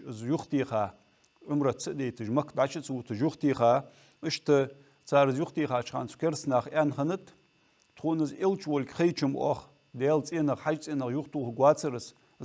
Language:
Ingush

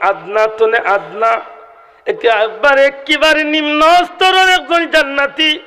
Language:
Sylheti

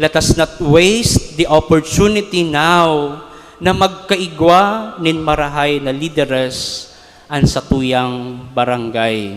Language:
Bikol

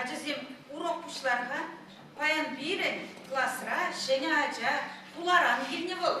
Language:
Chuvash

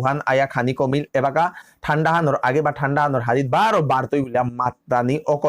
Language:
Bishnupriya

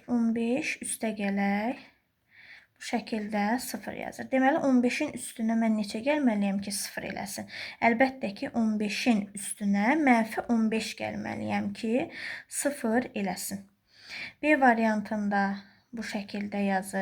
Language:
Azerbaijani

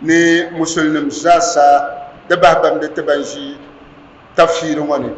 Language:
Dagbani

